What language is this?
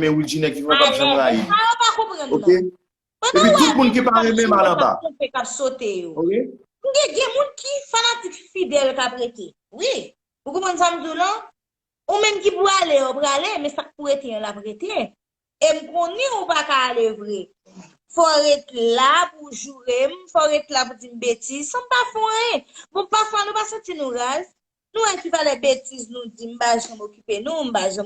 Haitian Creole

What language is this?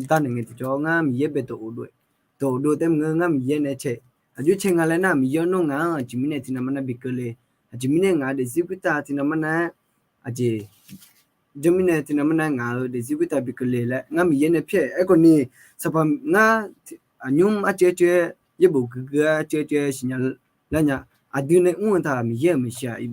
Akha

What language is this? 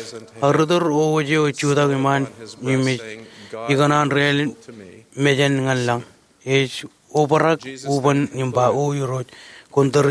Marshallese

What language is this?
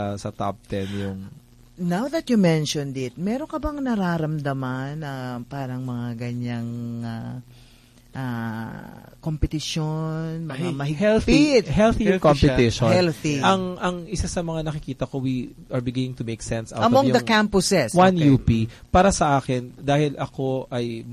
Filipino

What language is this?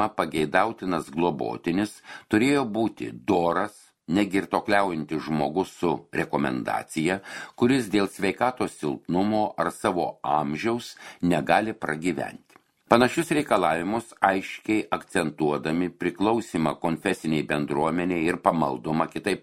Lithuanian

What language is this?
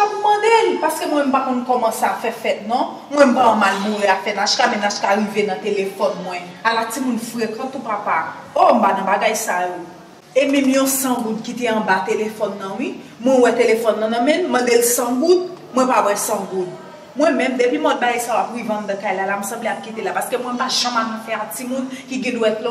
Haitian Creole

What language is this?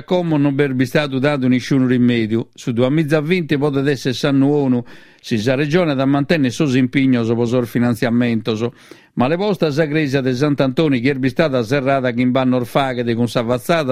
Sardinian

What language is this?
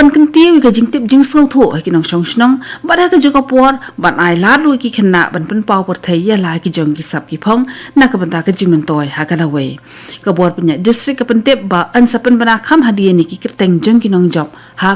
Khasi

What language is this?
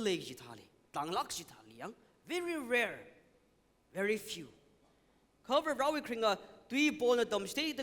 Tangkhul Naga (India)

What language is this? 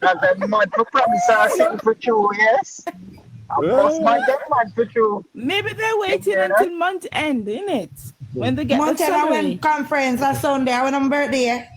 Jamaican Creole English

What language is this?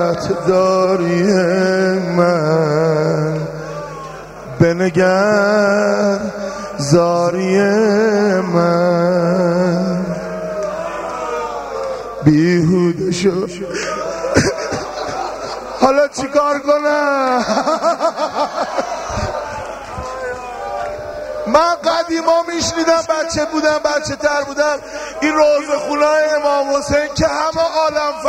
Persian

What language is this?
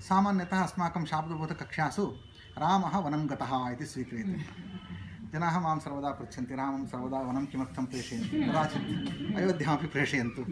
Sanskrit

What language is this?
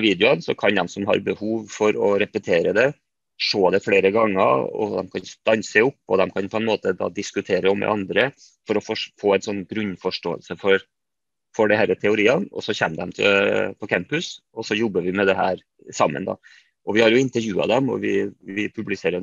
Norwegian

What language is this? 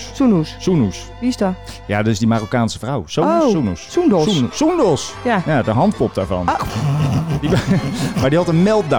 Dutch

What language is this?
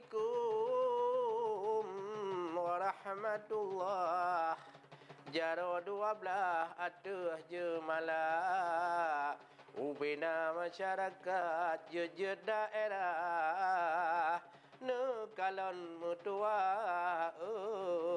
Achinese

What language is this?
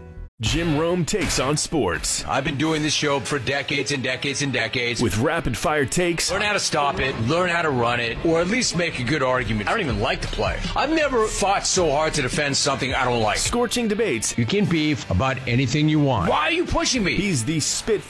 English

